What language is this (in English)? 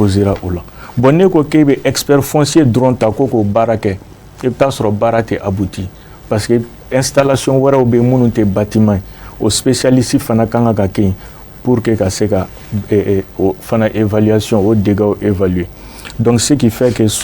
Bambara